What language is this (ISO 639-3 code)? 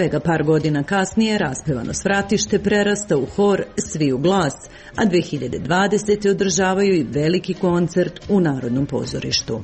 srp